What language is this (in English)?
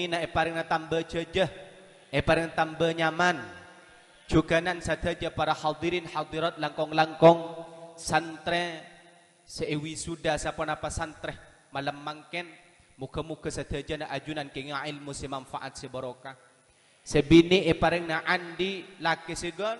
Madurese